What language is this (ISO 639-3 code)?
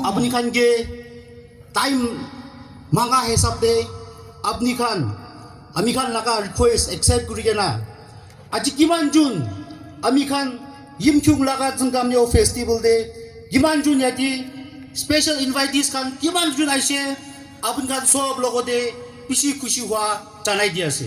yim